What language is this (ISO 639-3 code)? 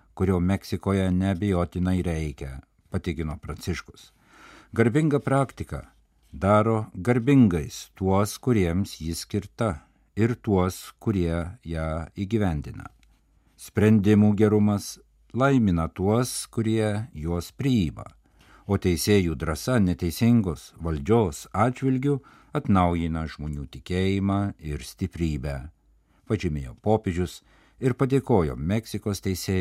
lit